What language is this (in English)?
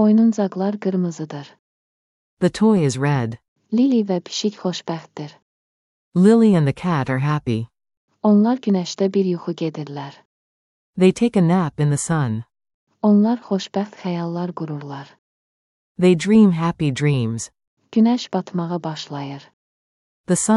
Azerbaijani